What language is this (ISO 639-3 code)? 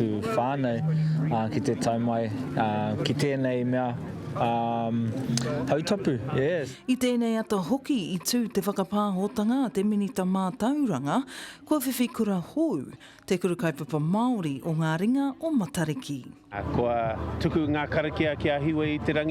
mri